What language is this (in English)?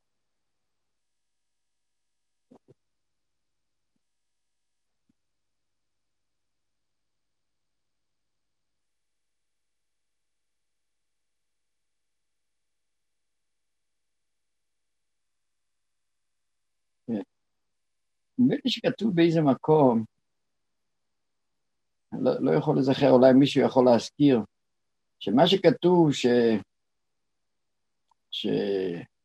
Hebrew